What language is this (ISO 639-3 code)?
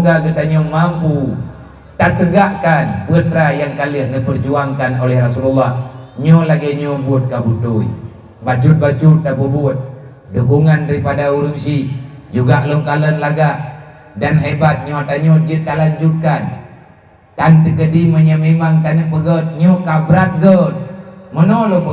ace